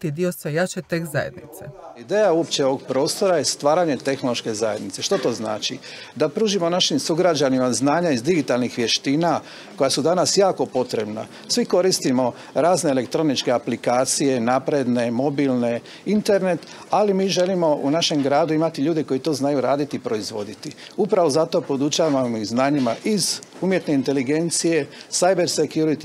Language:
Croatian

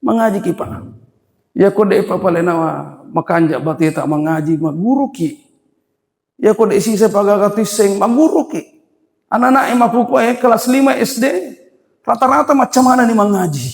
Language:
Buginese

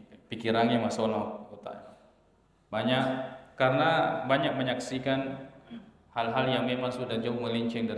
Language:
Buginese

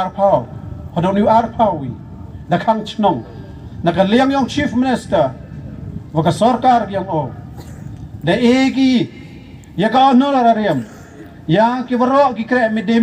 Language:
Khasi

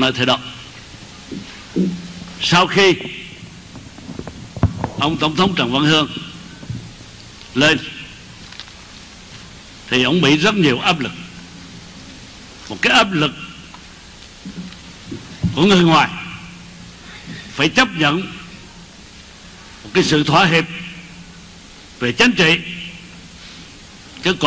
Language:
Vietnamese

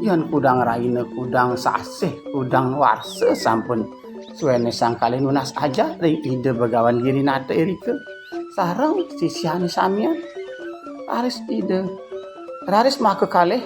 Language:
Balinese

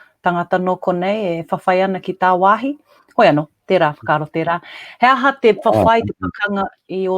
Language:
Māori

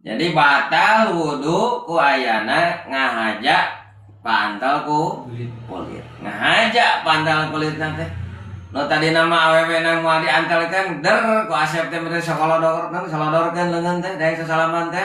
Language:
Sundanese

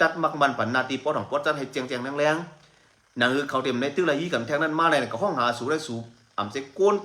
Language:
Shan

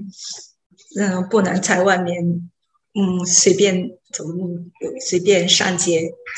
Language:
Chinese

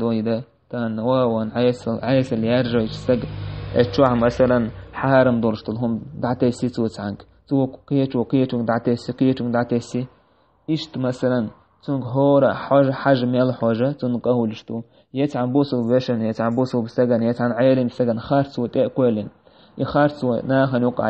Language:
Chechen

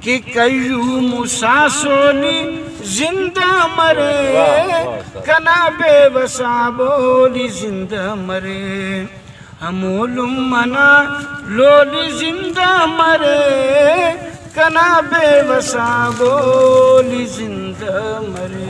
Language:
Brahui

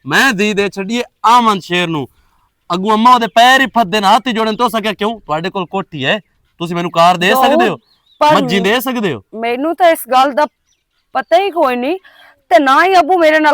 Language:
Western Panjabi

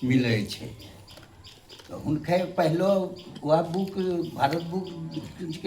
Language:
Angika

